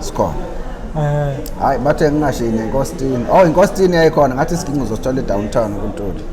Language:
Zulu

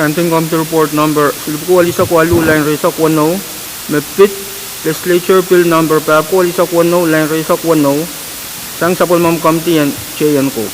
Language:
Pohnpeian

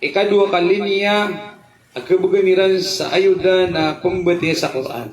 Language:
Maranao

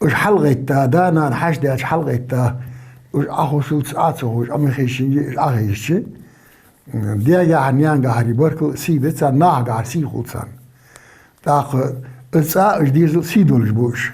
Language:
Ingush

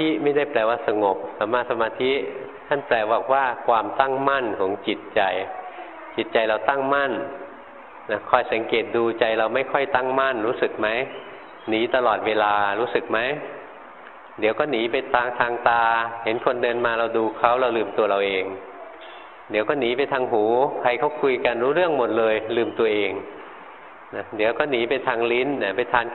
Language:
Thai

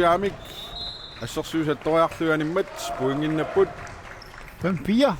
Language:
Kalaallisut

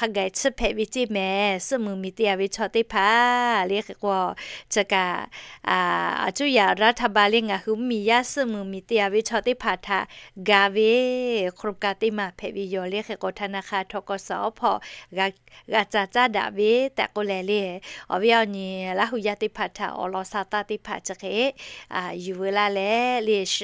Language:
Lahu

